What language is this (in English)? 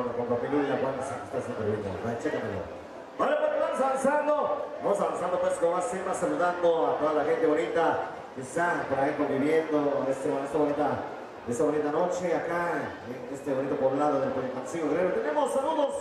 Spanish